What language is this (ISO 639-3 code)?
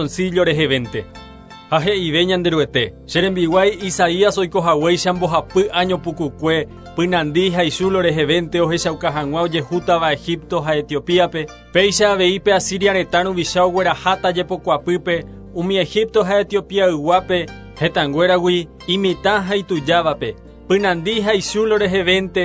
grn